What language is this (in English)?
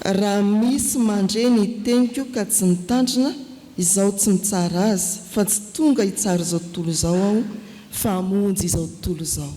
Malagasy